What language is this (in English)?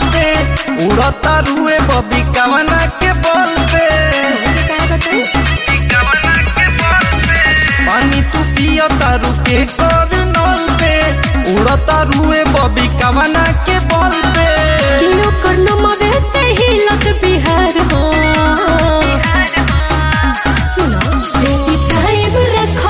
Bhojpuri